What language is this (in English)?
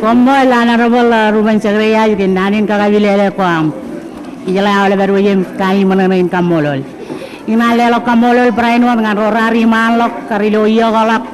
Marshallese